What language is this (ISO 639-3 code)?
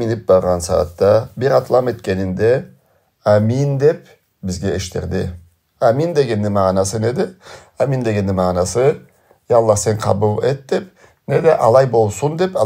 krc